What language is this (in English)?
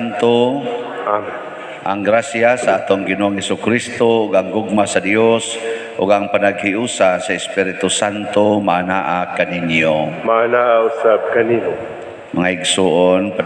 Cebuano